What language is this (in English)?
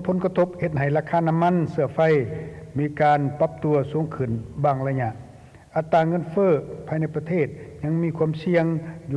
Lao